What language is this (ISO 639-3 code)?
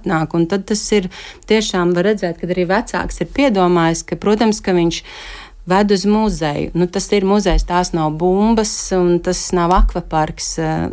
lav